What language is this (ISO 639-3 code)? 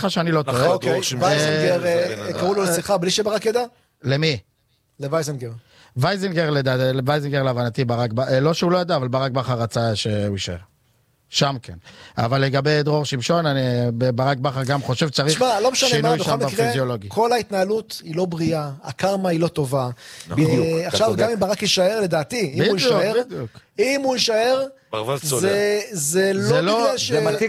heb